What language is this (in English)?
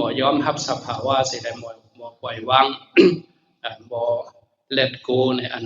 Shan